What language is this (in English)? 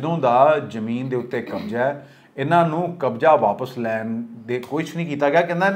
Punjabi